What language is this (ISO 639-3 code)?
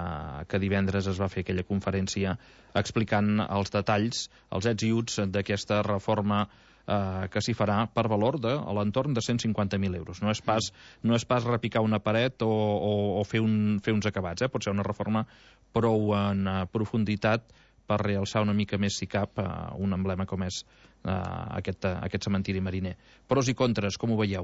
cat